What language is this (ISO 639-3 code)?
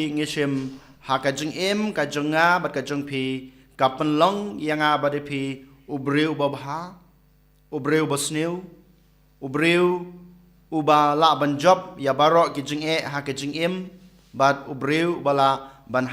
kha